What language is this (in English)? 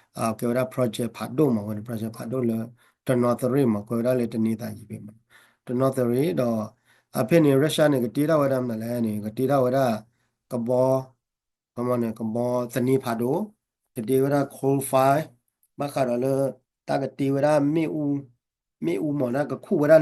S'gaw Karen